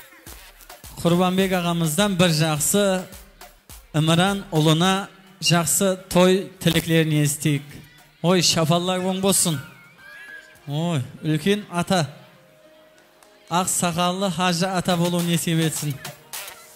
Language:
Kara-Kalpak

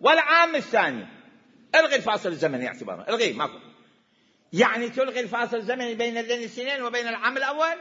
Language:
Mesopotamian Arabic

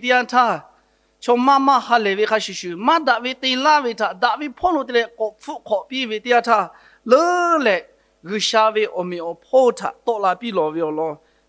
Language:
Lahu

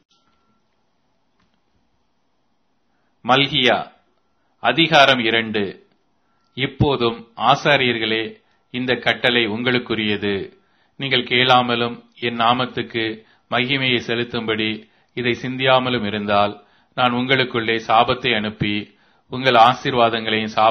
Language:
Tamil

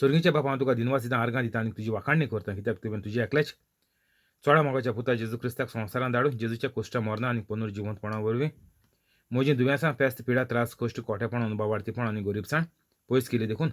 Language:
Konkani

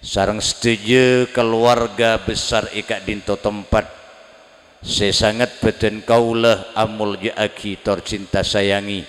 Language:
Madurese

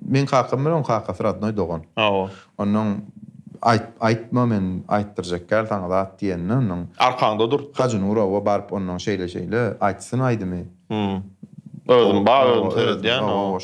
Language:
Turkmen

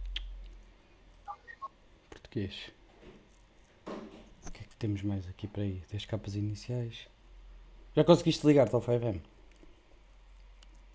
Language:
Portuguese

